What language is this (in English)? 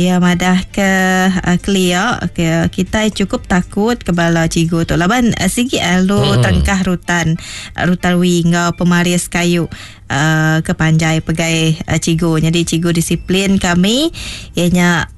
Iban